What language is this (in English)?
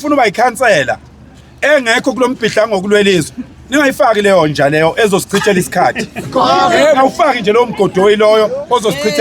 Zulu